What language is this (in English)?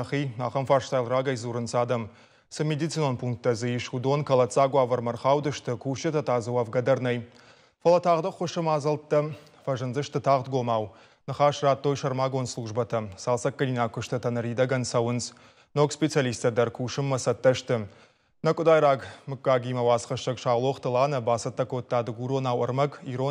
Ossetic